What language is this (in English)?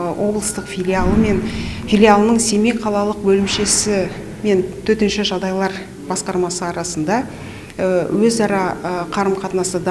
Kazakh